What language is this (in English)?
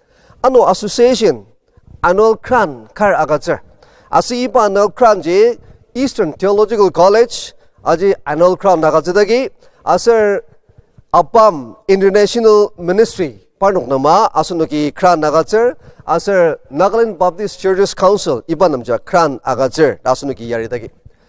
Ao Naga